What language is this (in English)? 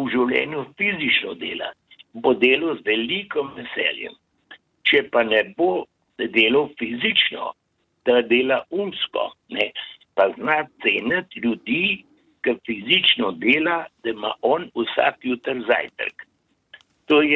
Slovenian